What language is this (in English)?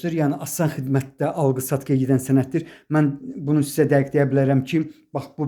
Azerbaijani